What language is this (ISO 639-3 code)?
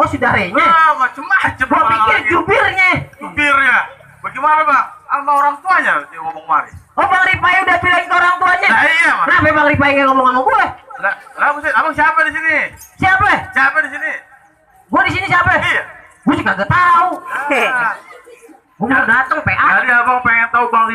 bew